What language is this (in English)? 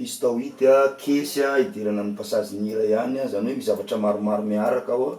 Malagasy